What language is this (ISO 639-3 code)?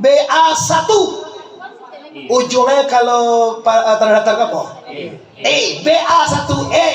min